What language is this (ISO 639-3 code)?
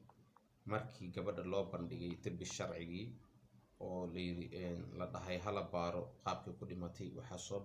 som